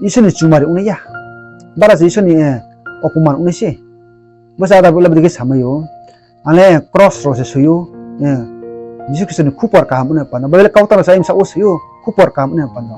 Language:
Riang (India)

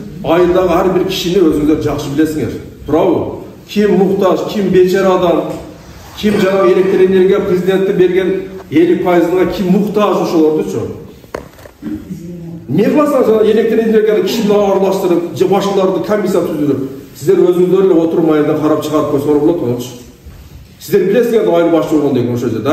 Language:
Kyrgyz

